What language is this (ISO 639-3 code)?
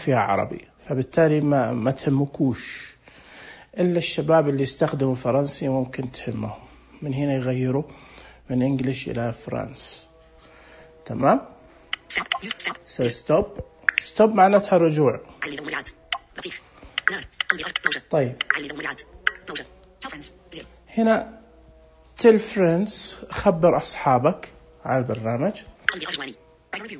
ars